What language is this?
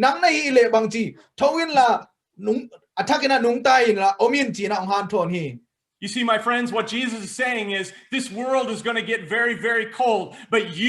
Tedim Chin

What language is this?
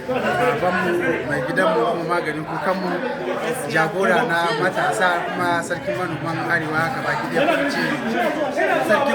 Hausa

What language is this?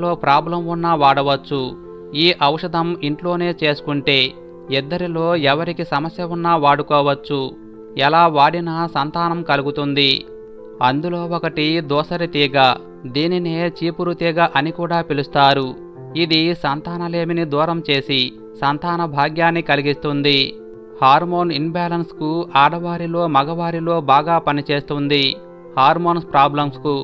Telugu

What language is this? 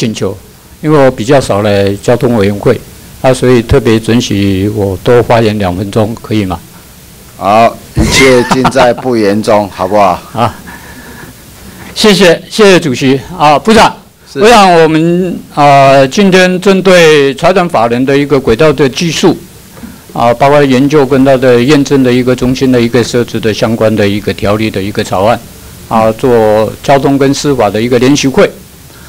Chinese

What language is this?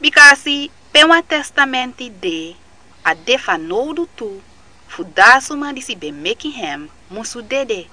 Sranan Tongo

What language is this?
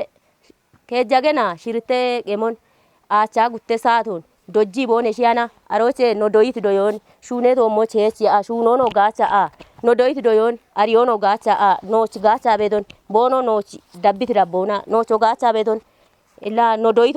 Kafa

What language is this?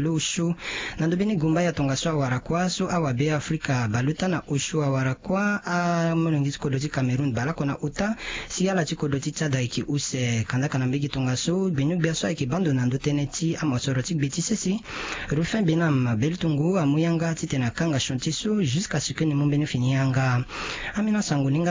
Sango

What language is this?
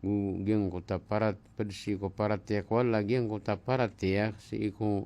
Maranao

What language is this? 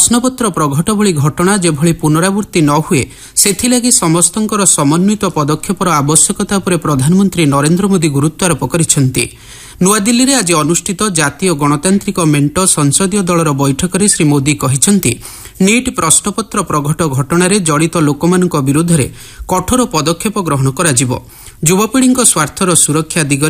Odia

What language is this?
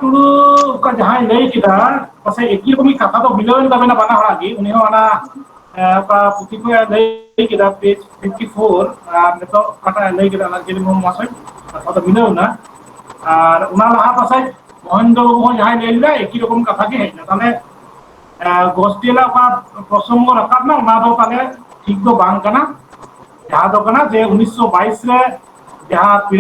Santali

